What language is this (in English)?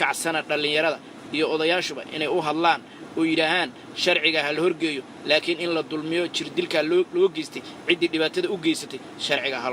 Somali